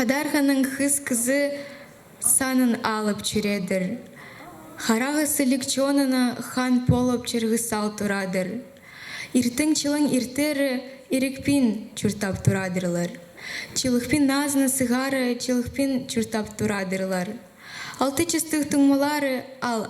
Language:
Khakas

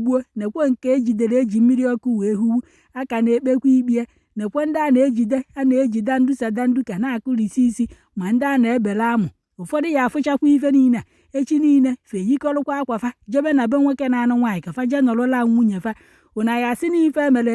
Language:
Igbo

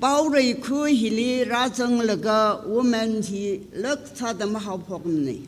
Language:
Tangkhul Naga (India)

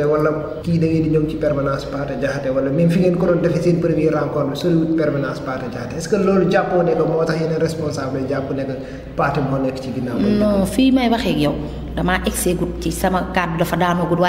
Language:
Wolof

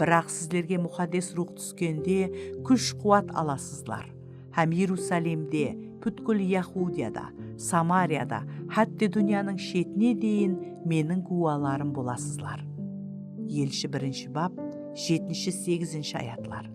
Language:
Kara-Kalpak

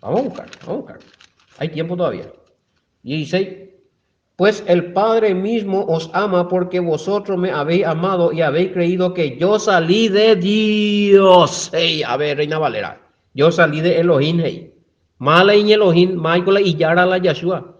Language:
Guarani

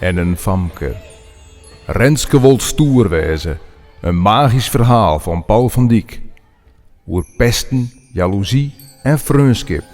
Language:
Western Frisian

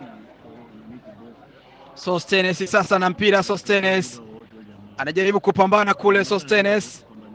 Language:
Swahili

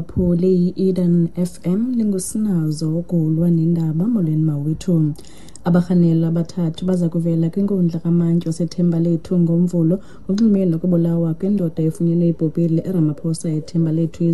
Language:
Xhosa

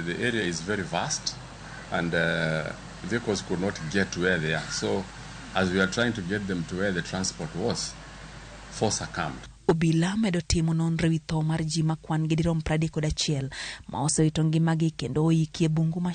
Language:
Luo (Kenya and Tanzania)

